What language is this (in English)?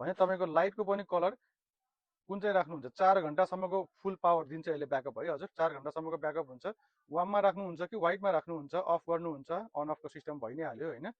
Nepali